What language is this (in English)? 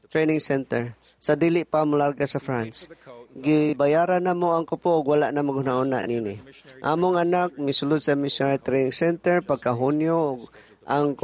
Cebuano